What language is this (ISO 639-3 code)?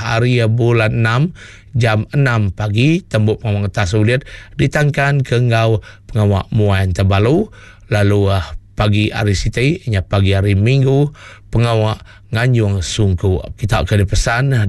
iba